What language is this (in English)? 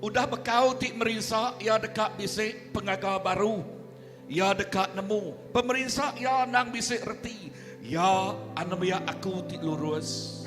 Iban